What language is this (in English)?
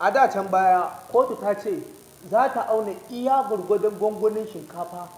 Hausa